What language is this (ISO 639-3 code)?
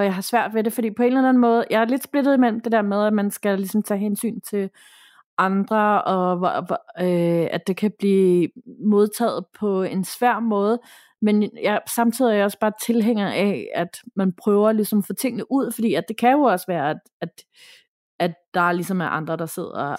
dan